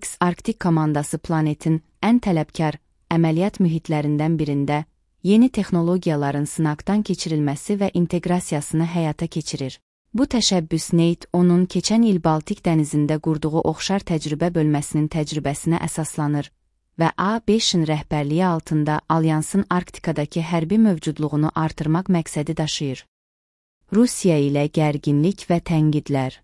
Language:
Azerbaijani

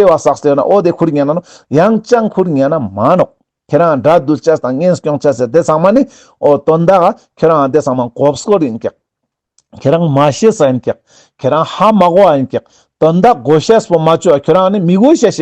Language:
Ladakhi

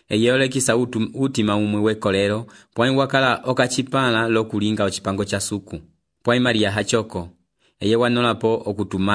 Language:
Umbundu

